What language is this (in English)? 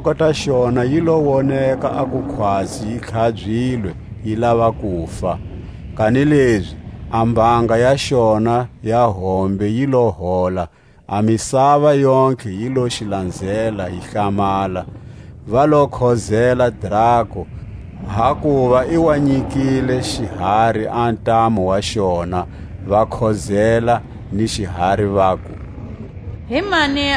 Tswa